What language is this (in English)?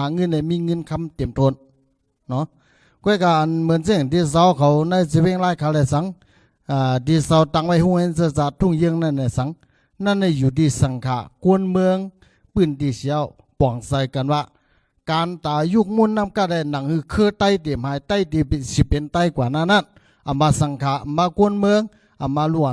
Shan